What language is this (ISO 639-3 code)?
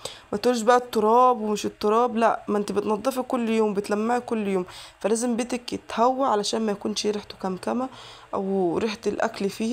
arz